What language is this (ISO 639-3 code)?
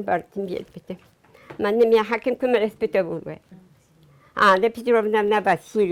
sah